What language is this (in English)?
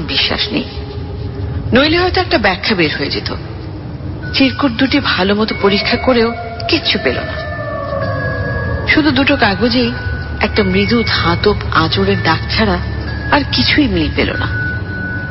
Bangla